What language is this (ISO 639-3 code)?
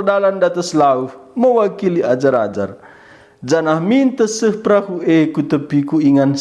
btx